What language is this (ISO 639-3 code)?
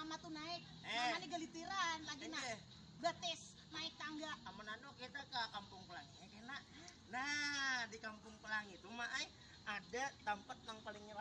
bjn